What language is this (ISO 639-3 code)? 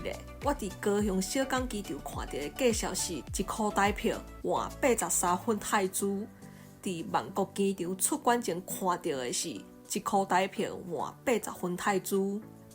nan